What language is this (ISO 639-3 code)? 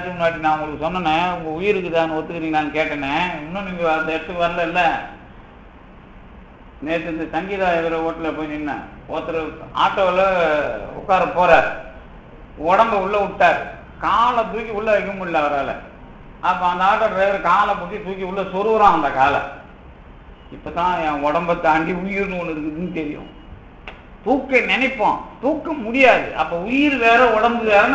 tam